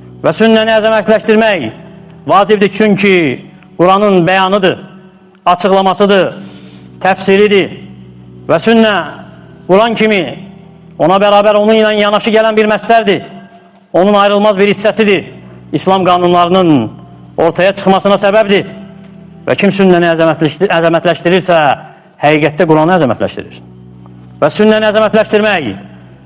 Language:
Azerbaijani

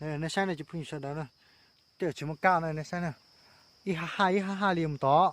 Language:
Hmong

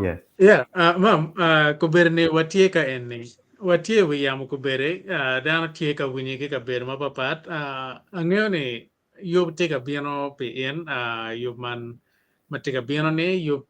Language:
Acoli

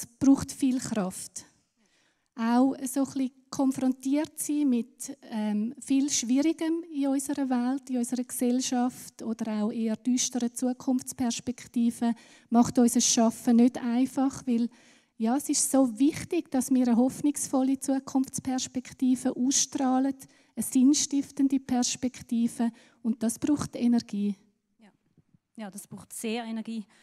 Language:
Swiss German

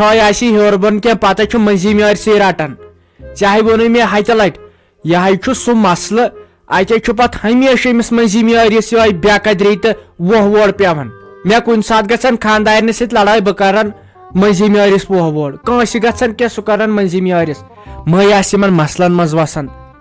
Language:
Kashmiri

